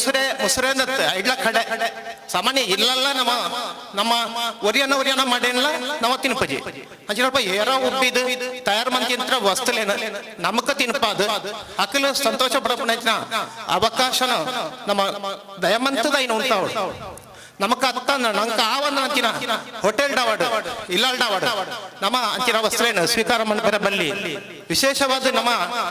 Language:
Tulu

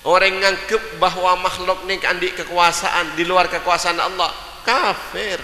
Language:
Madurese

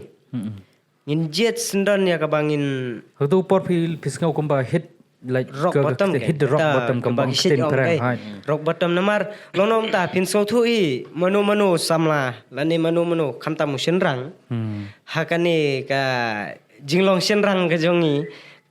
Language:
Khasi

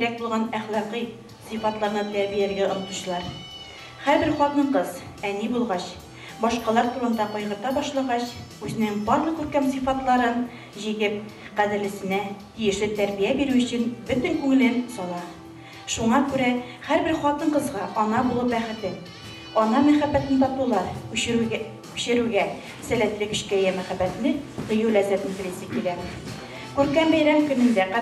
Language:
Tatar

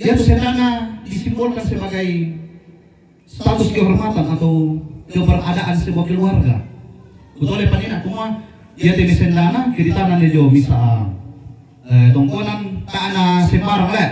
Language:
Toraja-Sa'dan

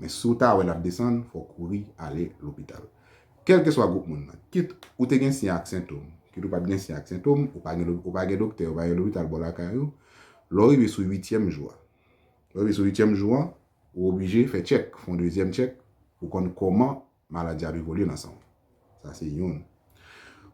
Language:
Haitian Creole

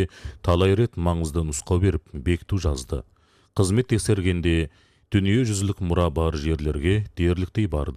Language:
Kazakh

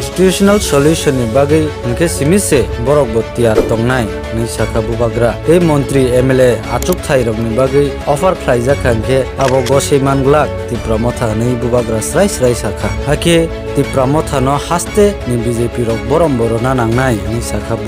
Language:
Kok Borok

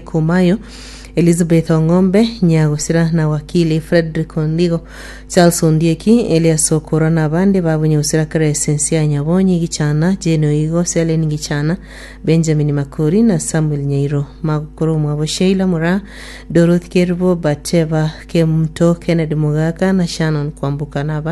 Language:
Gusii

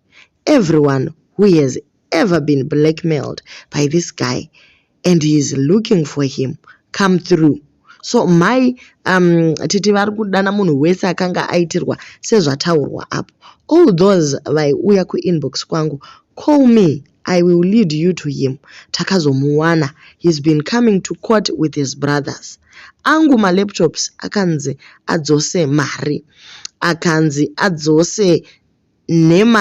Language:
Shona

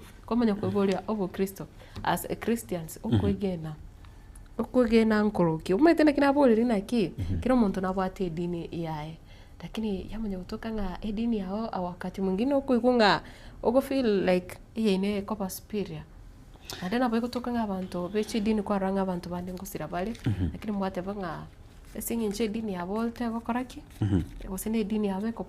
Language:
Gusii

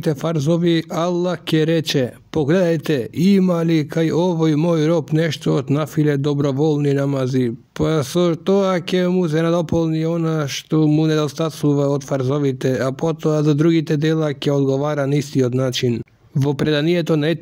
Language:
Macedonian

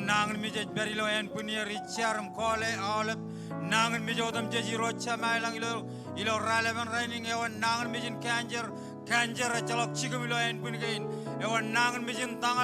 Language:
Marshallese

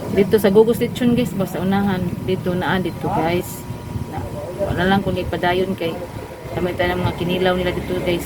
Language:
Cebuano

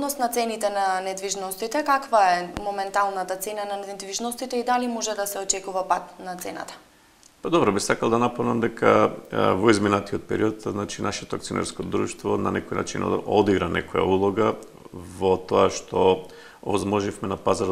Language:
Macedonian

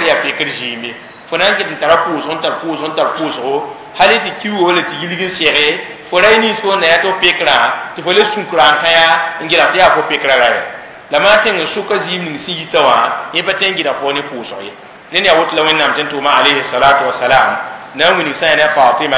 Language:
Mossi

